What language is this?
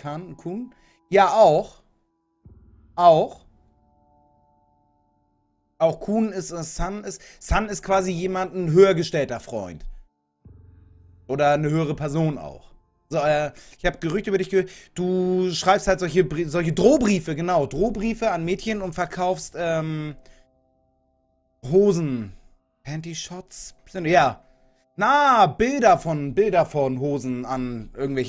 German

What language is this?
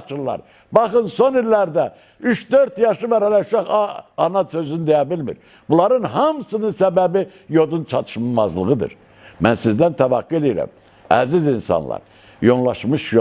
Azerbaijani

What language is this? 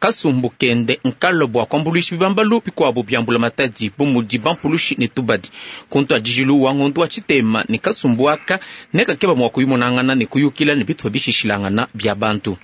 Luba-Lulua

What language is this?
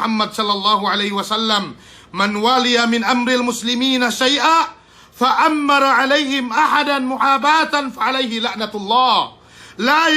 Yakan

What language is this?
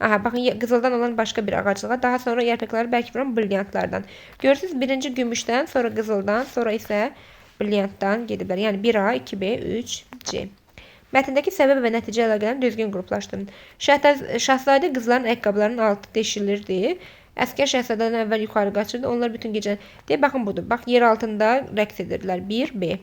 Azerbaijani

